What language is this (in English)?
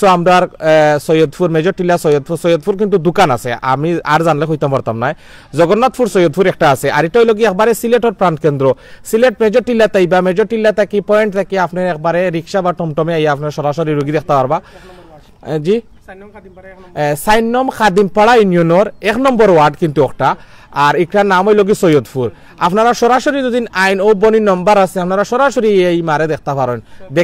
Sylheti